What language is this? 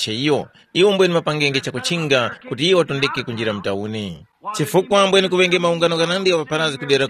Tumbuka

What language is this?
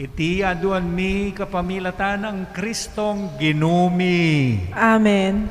Pampanga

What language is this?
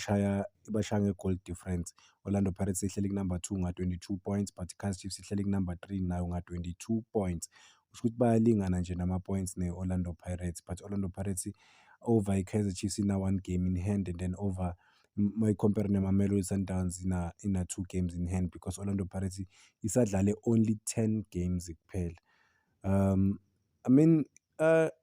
Zulu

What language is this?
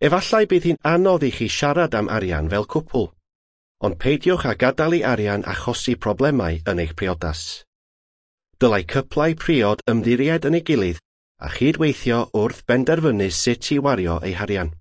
Welsh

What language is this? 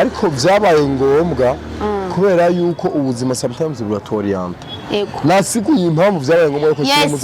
Rundi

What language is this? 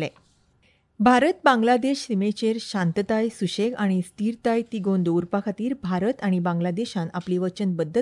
Konkani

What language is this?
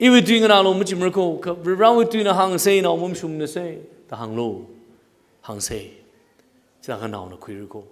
Tangkhul Naga (India)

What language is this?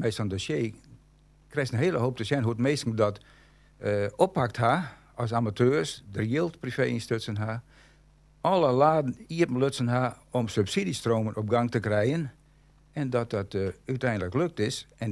Western Frisian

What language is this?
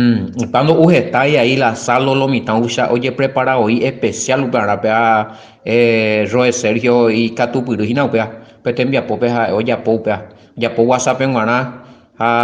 Guarani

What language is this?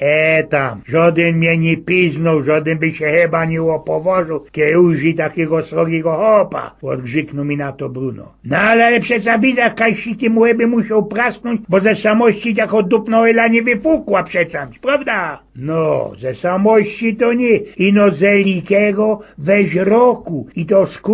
Silesian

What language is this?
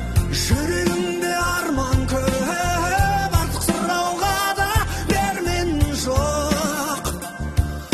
Kazakh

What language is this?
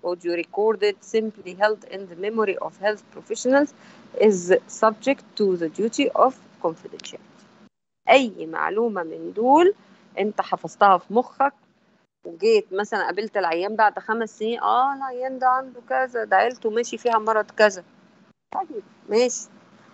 Egyptian Arabic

